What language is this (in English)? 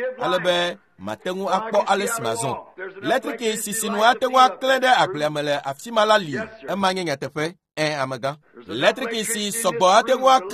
Ewe